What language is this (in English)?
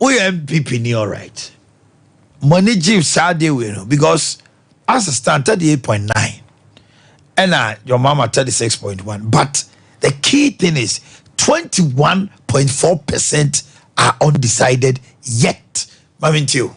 Akan